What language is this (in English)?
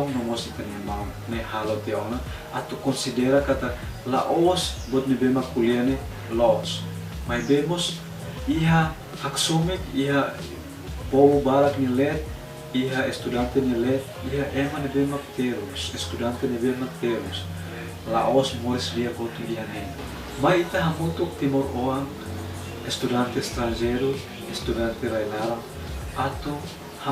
Tetum